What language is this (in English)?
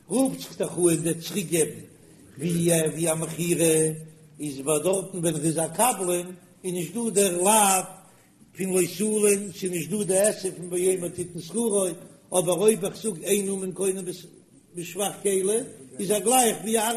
Yiddish